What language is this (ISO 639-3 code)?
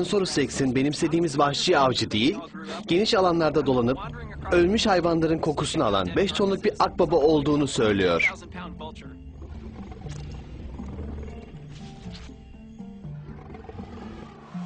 tur